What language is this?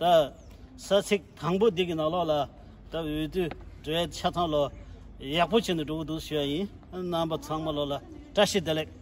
Tibetan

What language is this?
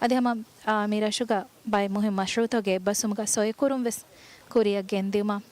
Divehi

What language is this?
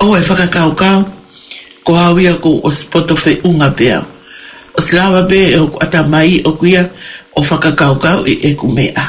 Tongan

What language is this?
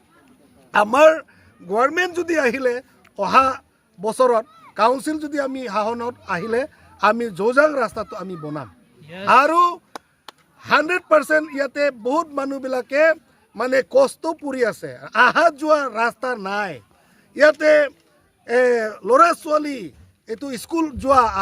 Karbi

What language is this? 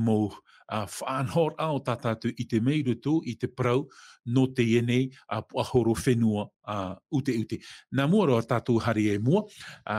Tahitian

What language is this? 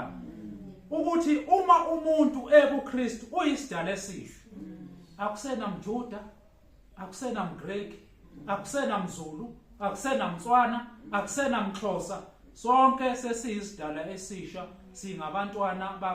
Zulu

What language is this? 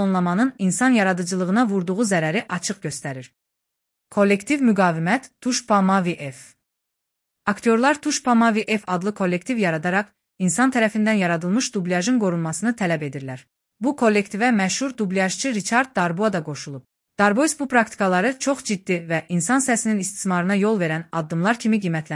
Azerbaijani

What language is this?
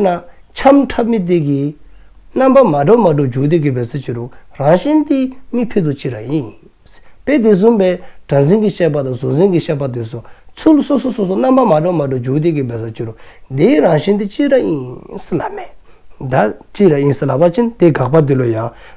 Dzongkha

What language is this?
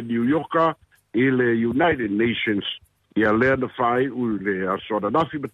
Samoan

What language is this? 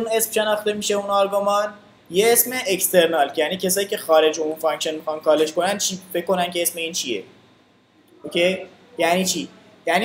Persian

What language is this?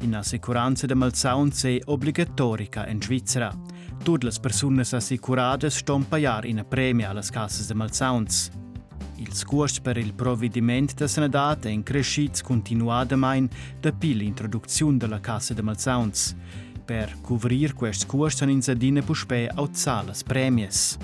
Romansh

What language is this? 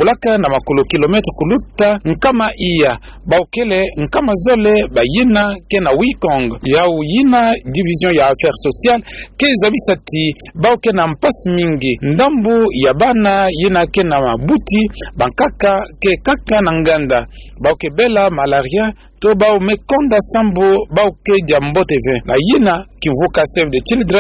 Kituba (Democratic Republic of Congo)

